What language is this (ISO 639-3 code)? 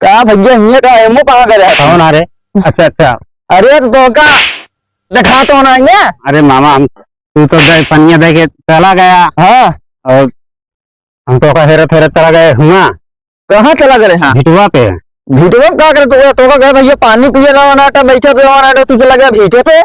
awa